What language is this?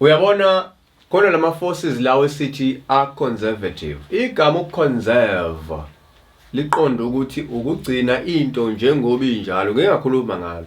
Zulu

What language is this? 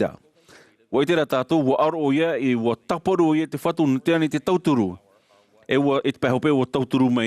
Tahitian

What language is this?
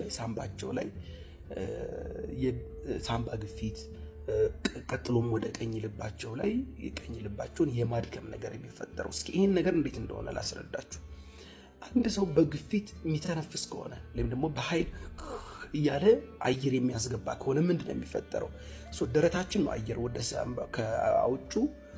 Amharic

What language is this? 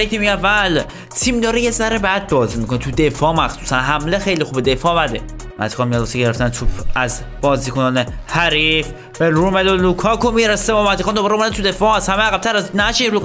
Persian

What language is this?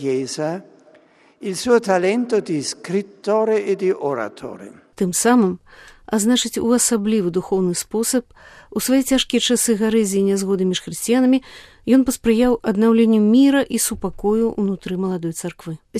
Belarusian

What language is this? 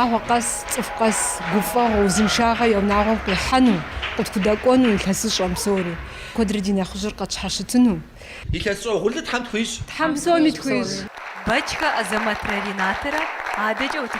Kabardian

